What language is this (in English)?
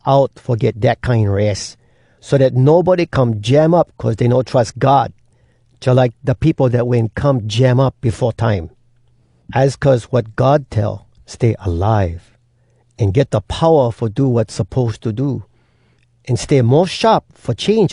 Hawai'i Creole English